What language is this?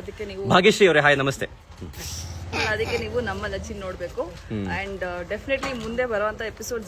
Kannada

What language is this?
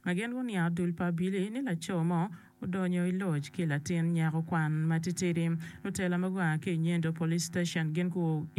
Acoli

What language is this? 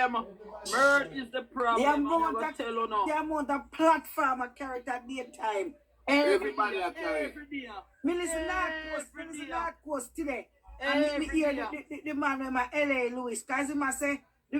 Jamaican Creole English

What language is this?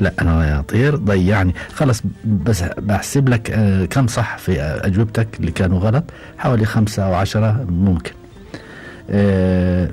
Gulf Arabic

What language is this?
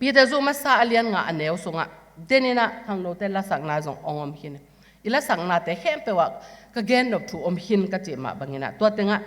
Tedim Chin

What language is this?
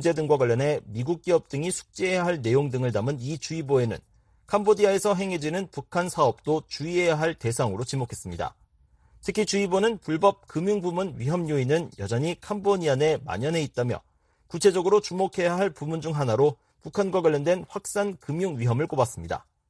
Korean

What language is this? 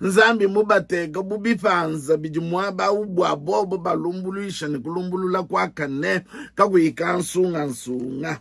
Luba-Lulua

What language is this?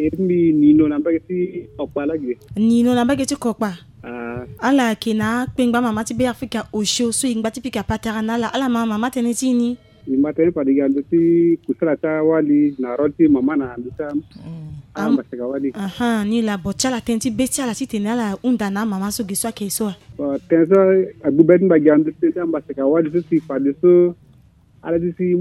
Sango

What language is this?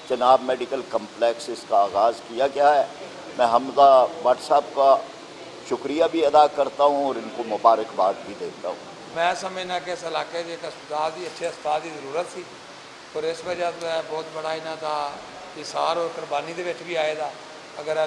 Western Panjabi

